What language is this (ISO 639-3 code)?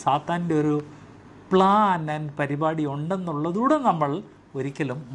mal